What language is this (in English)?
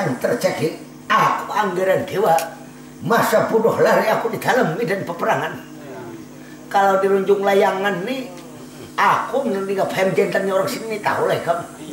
Banjar